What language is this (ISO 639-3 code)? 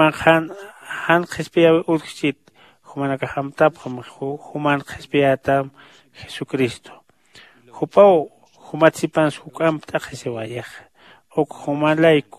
aym